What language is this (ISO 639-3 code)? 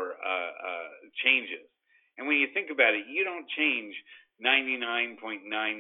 eng